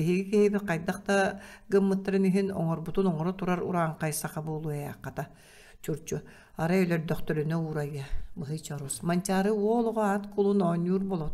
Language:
Yakut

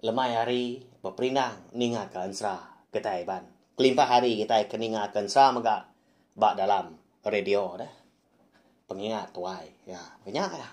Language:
Iban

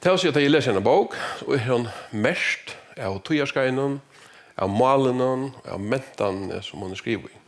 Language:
Faroese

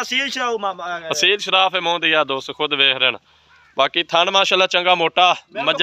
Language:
Punjabi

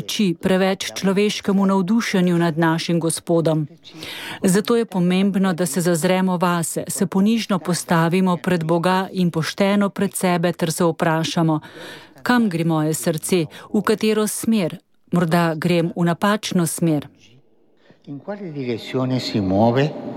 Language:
Slovenian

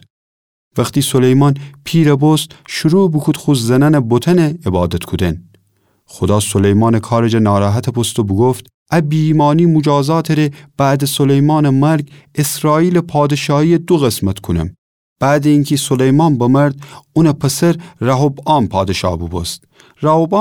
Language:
Gilaki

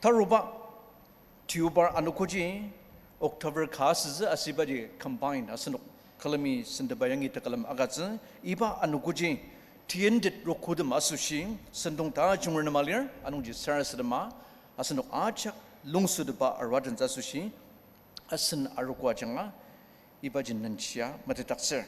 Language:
Ao Naga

